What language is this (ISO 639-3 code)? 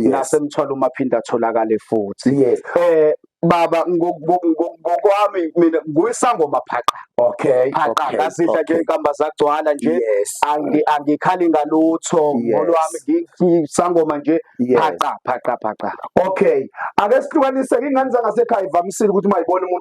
zul